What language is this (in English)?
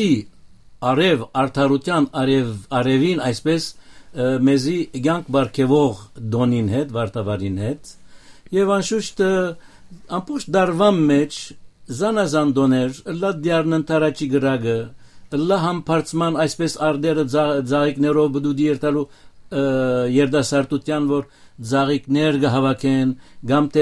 Western Armenian